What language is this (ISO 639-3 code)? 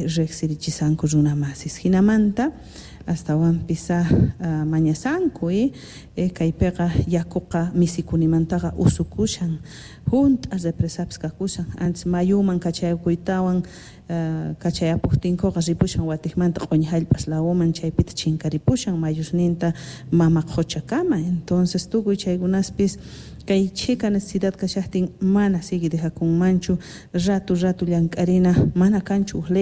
quh